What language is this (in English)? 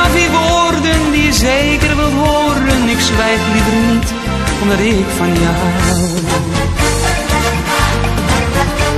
Dutch